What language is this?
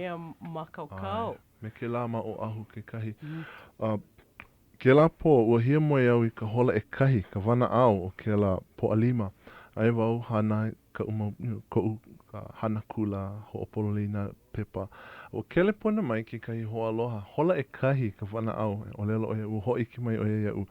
Hawaiian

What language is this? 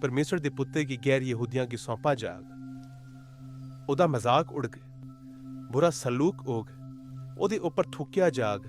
Dogri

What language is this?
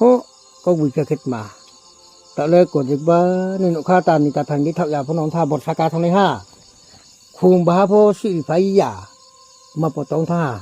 Riang (India)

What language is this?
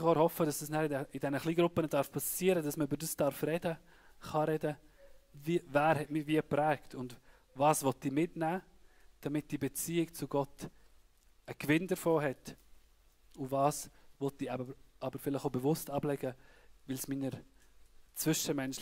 Swiss German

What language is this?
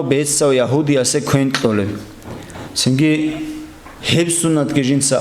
Avaric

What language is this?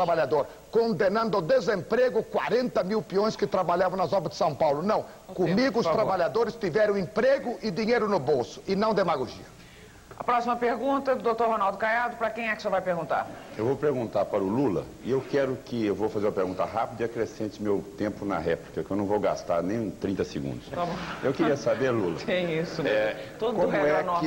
Portuguese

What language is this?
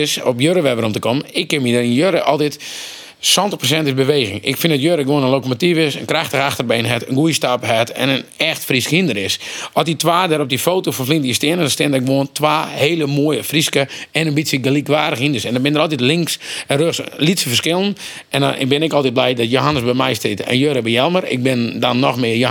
Western Frisian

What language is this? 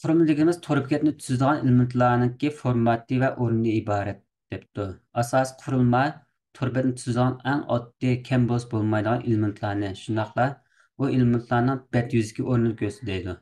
Uyghur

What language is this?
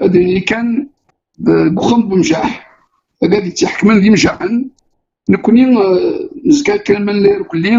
Kabyle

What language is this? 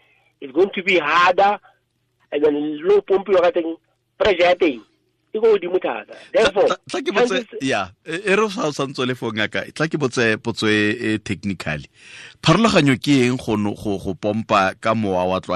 Tswana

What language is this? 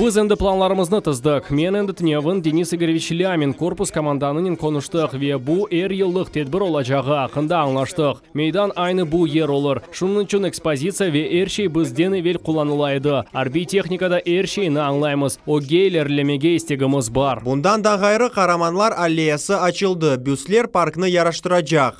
Crimean Tatar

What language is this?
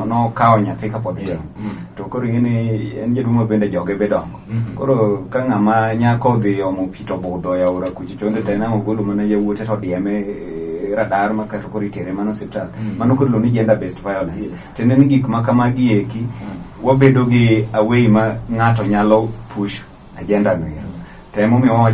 Luo (Kenya and Tanzania)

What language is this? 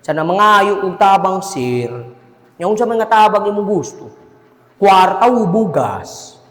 Cebuano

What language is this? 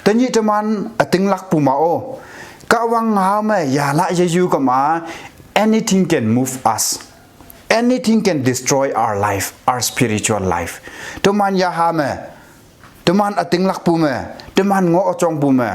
Konyak Naga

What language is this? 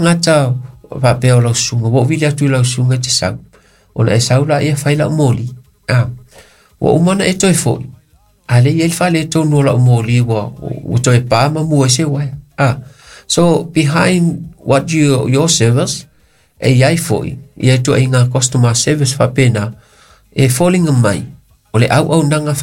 Samoan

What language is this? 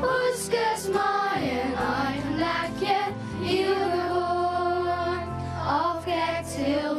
Western Frisian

